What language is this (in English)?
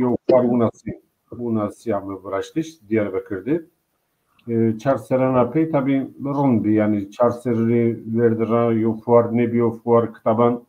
Zaza